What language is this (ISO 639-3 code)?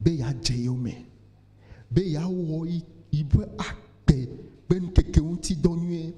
ewe